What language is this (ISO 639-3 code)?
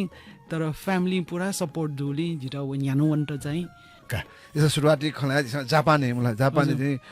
new